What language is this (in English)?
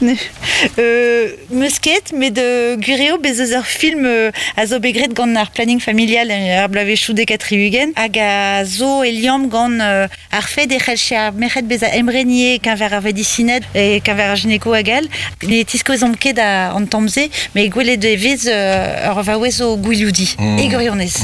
Breton